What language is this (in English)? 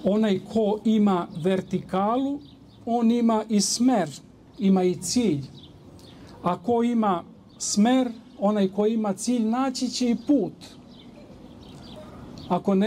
Serbian